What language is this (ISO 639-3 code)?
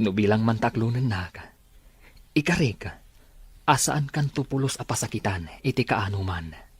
ilo